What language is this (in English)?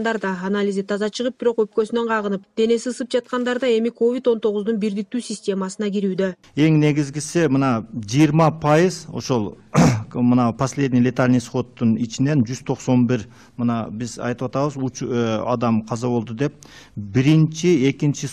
Kyrgyz